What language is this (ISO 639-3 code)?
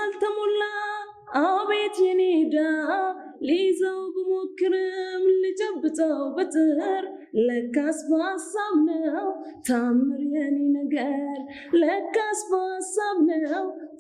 amh